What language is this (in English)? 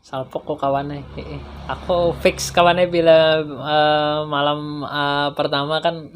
Banjar